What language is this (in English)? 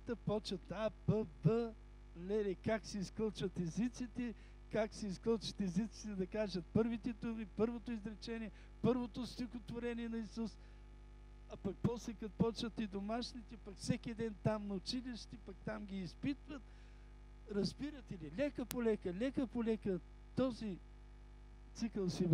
Bulgarian